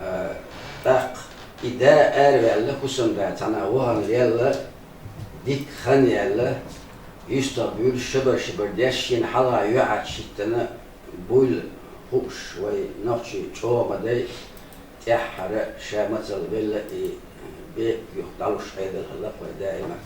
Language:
Chechen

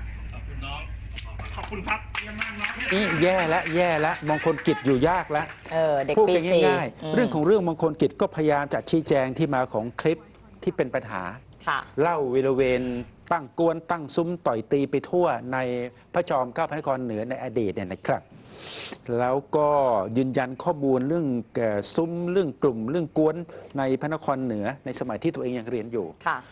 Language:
Thai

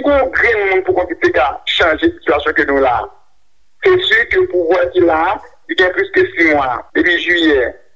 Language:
Haitian Creole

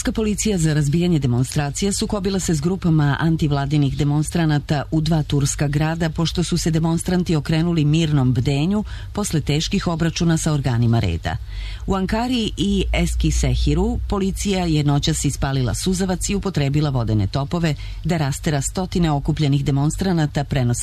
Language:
Serbian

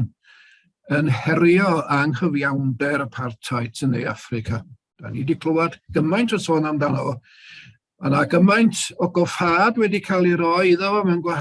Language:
Welsh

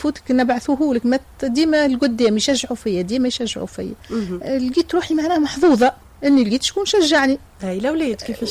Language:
Tunisian Arabic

